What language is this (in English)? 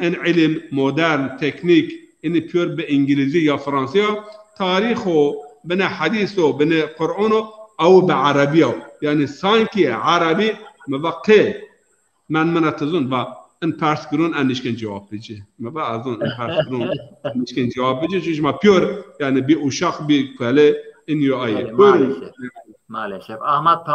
Zaza